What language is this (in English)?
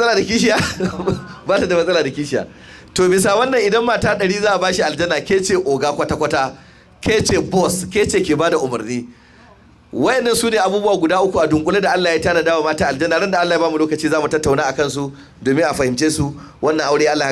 Hausa